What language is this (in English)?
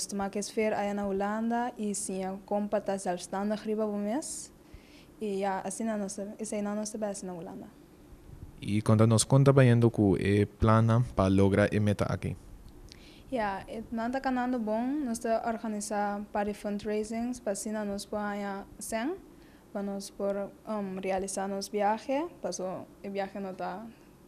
Papiamento